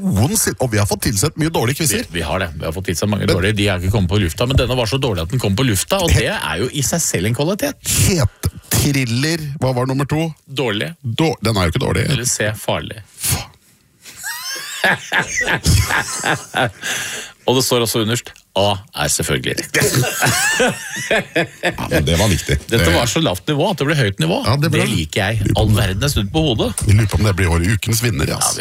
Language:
Norwegian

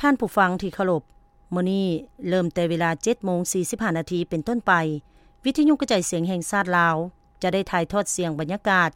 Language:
Lao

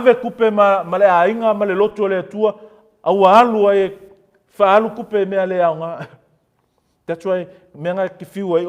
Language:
Samoan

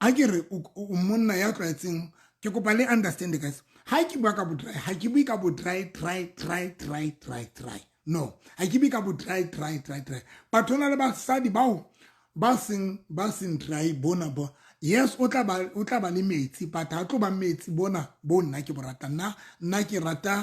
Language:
Southern Sotho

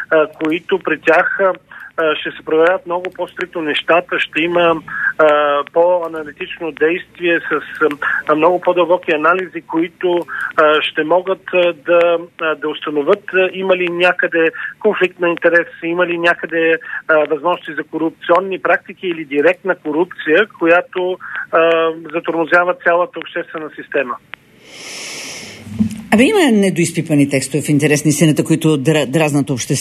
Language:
Bulgarian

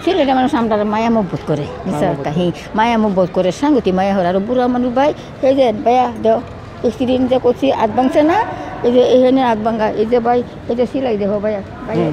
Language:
Sylheti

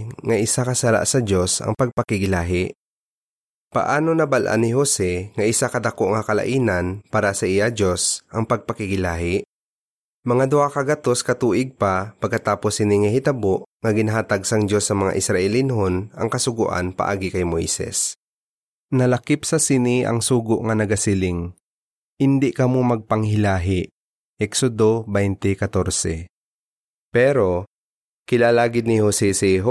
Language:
Hiligaynon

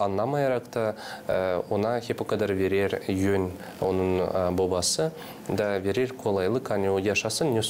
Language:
Gagauz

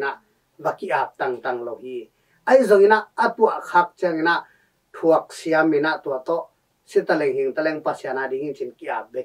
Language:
Tedim Chin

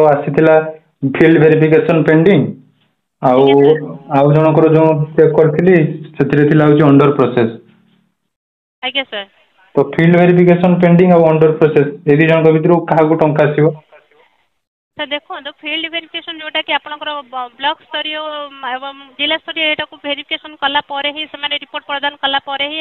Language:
Odia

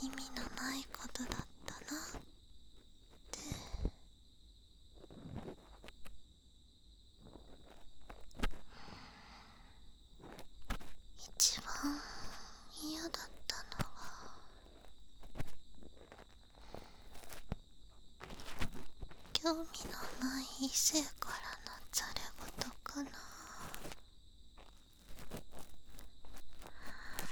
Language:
Japanese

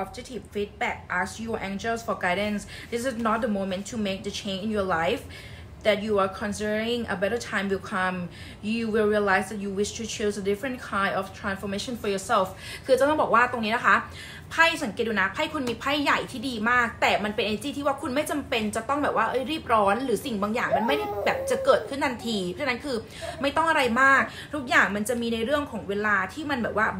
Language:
Thai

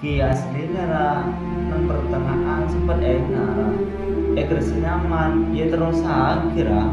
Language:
Madurese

